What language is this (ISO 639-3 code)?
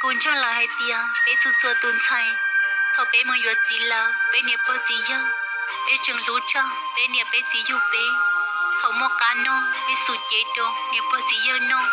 hmn